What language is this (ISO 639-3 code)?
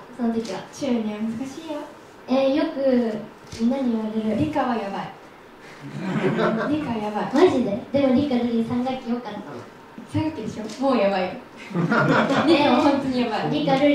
jpn